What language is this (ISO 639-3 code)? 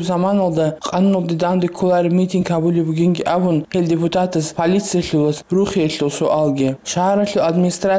ava